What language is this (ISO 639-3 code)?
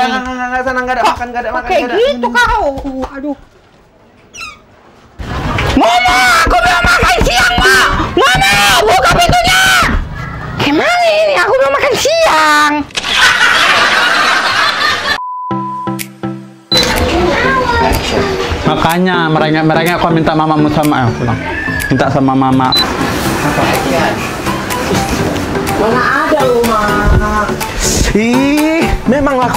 ind